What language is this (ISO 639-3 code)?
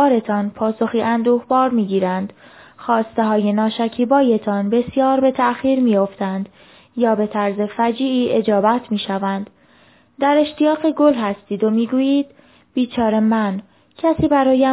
fas